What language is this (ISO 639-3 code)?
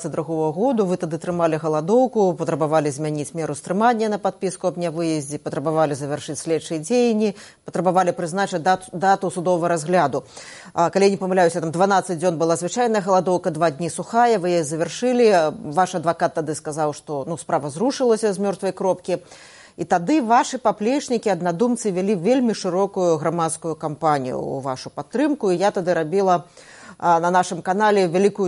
bel